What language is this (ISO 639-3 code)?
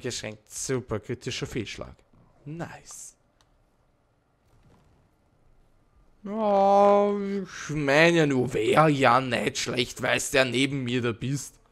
deu